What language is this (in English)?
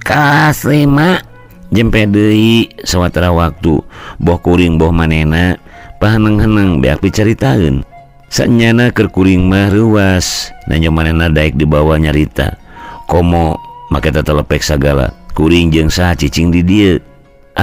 Sundanese